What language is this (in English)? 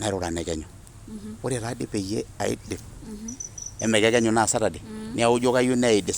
Masai